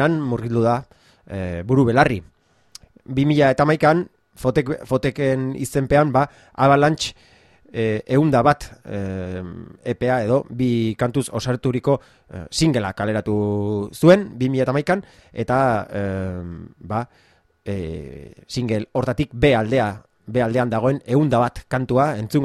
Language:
Basque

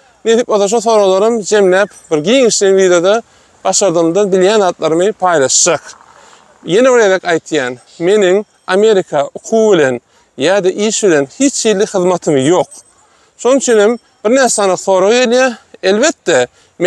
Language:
Turkmen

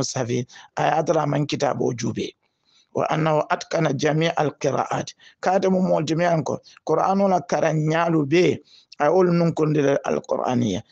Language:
Hausa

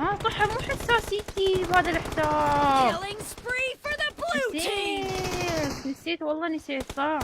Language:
Mesopotamian Arabic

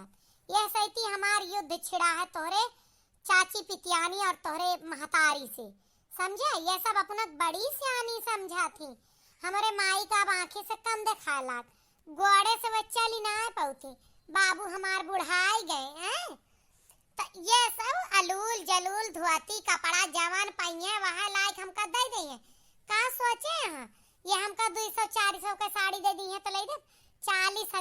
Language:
Awadhi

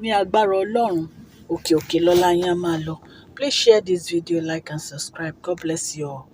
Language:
Yoruba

